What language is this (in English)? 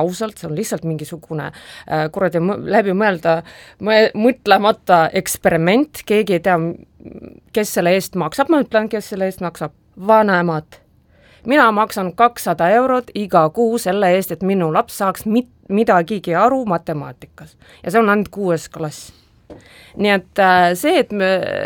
Estonian